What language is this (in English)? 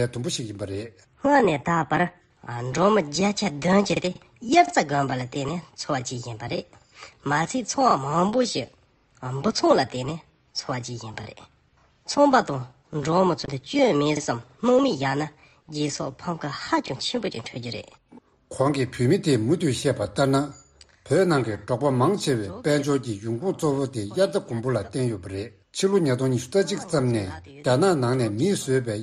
Tibetan